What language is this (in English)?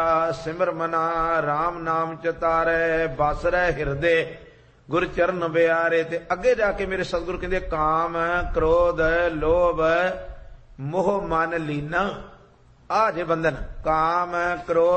Punjabi